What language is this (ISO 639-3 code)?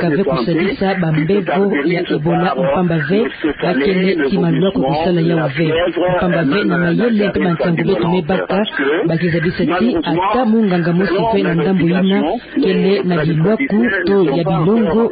ktu